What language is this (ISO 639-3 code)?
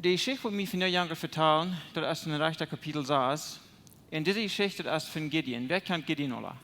pdt